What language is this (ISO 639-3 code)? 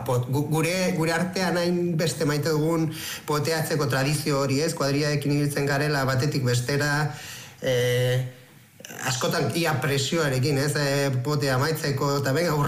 eus